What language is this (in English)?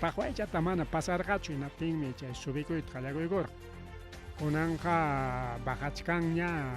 Ayacucho Quechua